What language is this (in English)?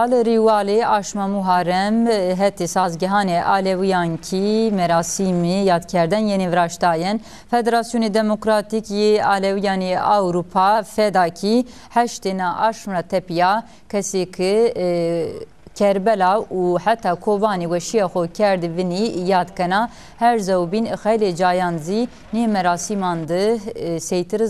Zaza